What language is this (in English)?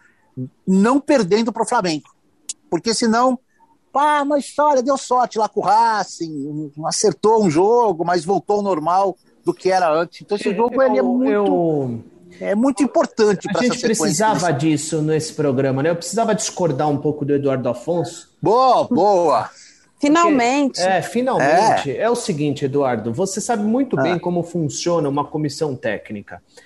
Portuguese